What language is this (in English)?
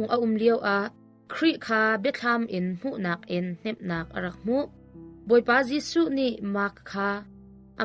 Hakha Chin